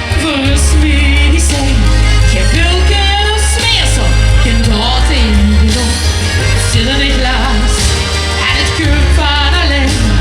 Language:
Limburgish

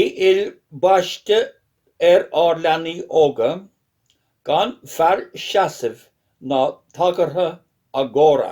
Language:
Irish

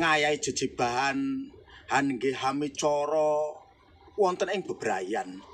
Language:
Javanese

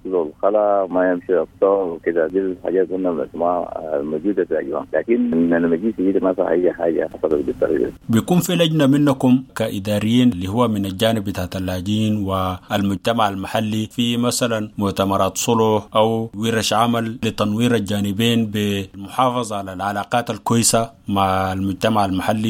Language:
Sudanese Arabic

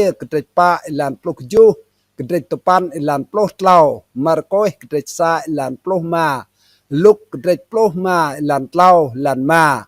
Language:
Rade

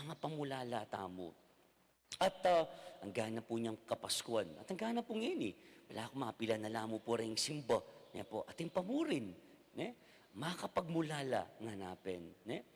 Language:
Pampanga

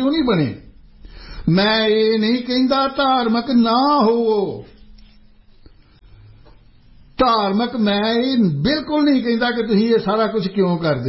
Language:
Punjabi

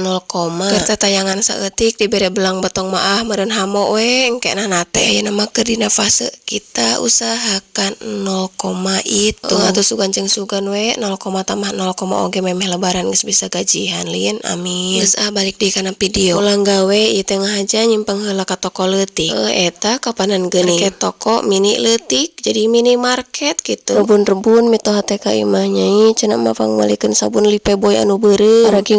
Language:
Sundanese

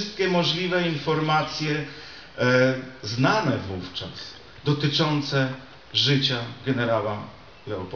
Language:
Polish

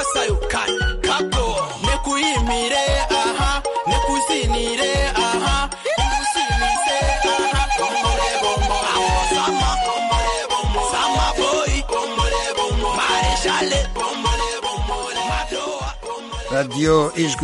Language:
Kinyarwanda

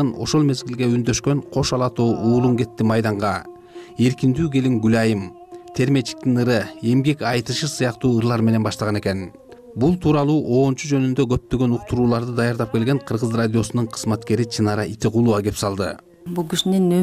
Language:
Kyrgyz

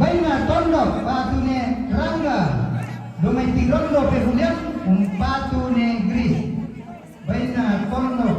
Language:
Toraja-Sa'dan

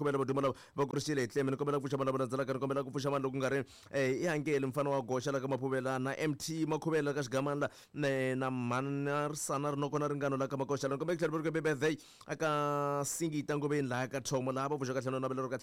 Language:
Tsonga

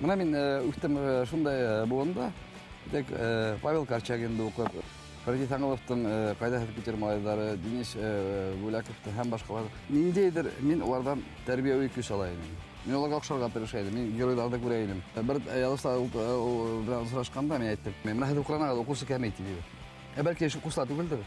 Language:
Bashkir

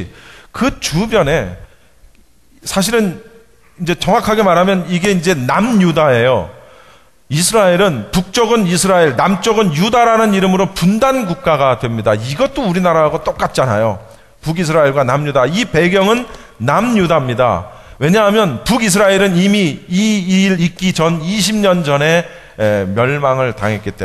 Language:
Korean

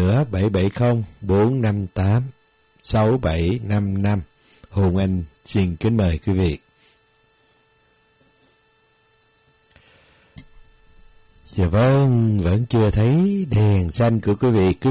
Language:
Vietnamese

